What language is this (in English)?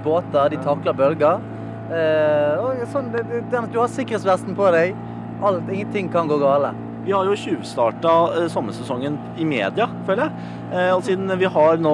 Norwegian